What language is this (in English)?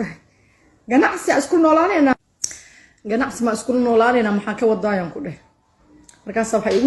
Somali